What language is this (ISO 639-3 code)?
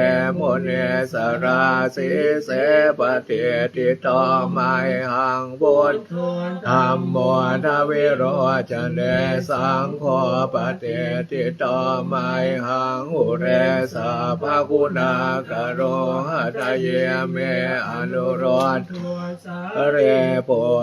pli